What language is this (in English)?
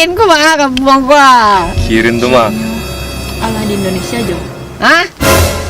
Minangkabau